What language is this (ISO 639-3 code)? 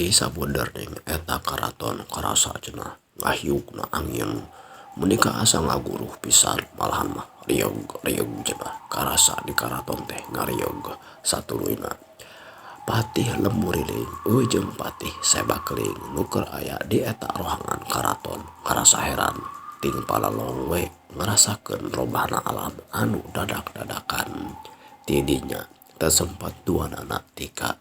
sun